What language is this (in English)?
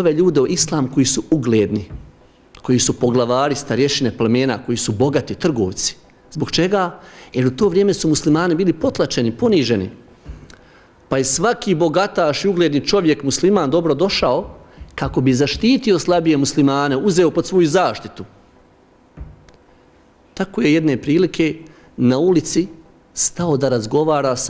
Bosnian